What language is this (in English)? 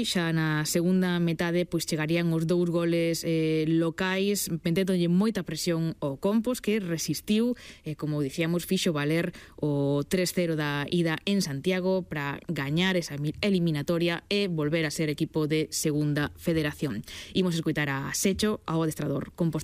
Galician